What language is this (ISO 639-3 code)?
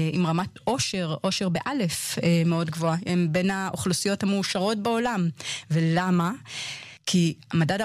heb